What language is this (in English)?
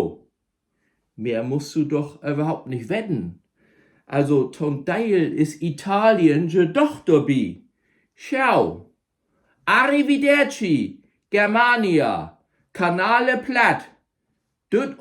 Low German